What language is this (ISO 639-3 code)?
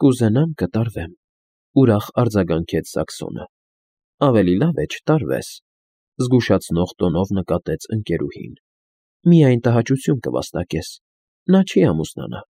hye